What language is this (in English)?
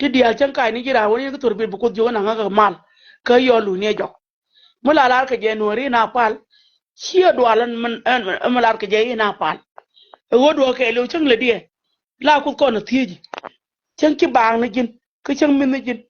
Nuer